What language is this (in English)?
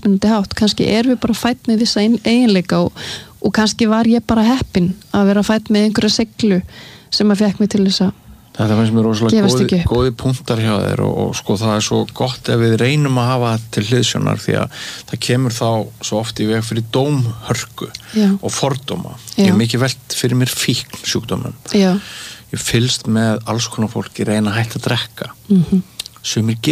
Icelandic